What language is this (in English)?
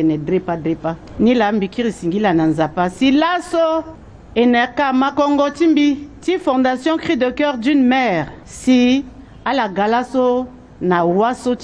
Sango